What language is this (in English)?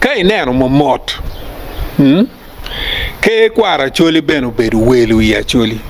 Acoli